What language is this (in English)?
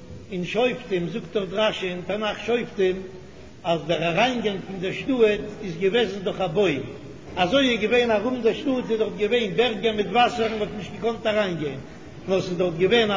Yiddish